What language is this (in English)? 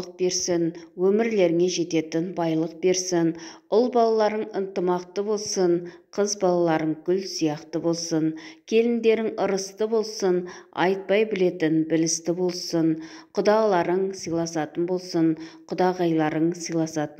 Kazakh